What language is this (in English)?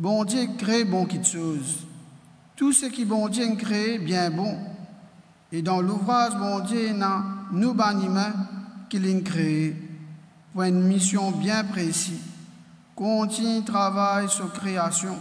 Morisyen